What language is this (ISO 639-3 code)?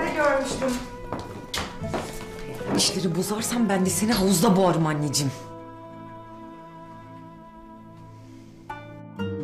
tur